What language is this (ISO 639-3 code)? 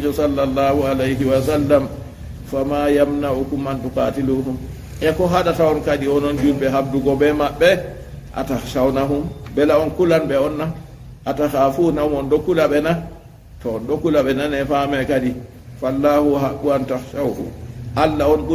ful